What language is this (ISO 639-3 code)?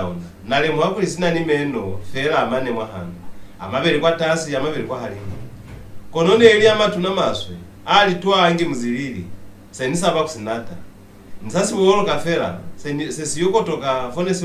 loz